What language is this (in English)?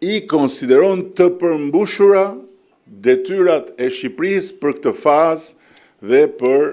Albanian